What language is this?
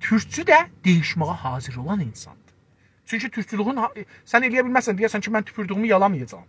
South Azerbaijani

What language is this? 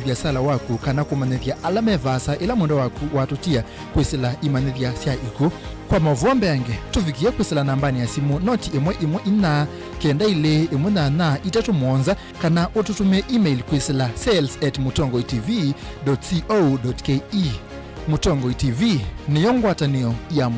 Kamba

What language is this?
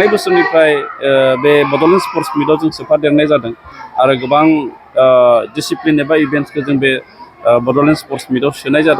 Bodo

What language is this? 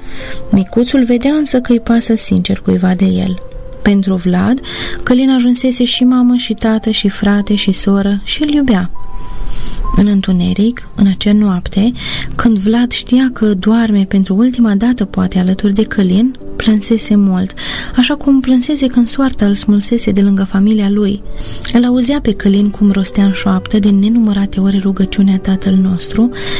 Romanian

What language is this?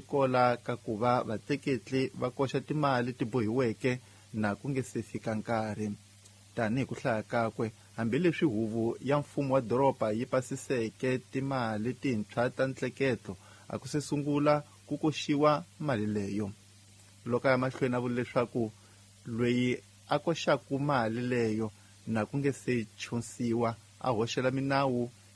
Tsonga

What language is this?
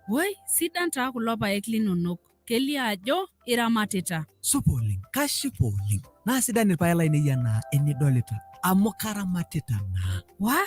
Masai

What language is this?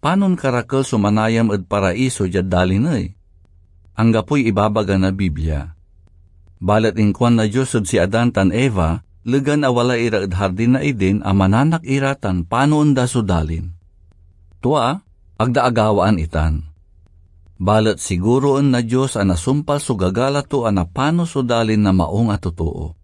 Pangasinan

